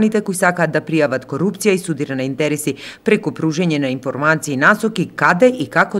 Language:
Macedonian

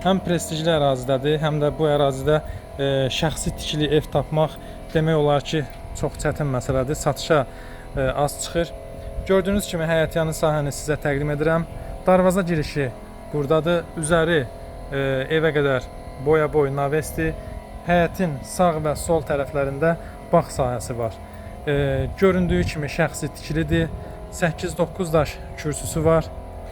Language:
Azerbaijani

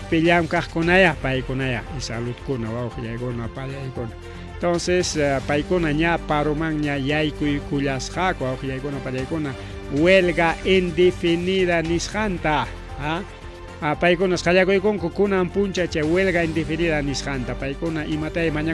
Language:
Ayacucho Quechua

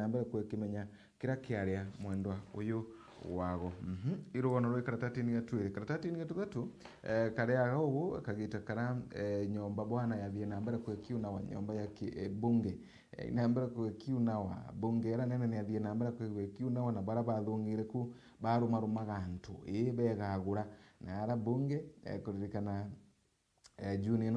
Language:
Meru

